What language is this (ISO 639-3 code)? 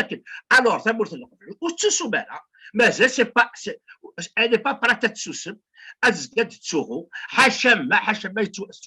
kab